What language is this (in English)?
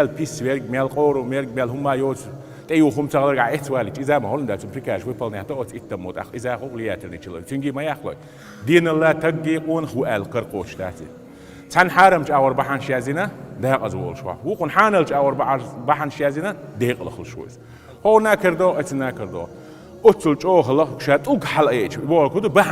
Chechen